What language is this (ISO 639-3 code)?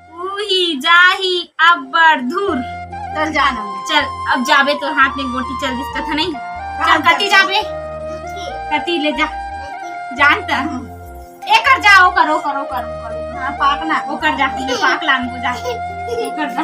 hne